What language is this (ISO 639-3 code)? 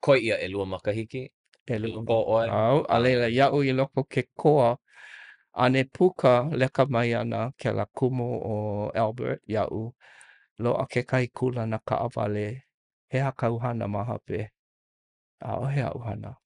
haw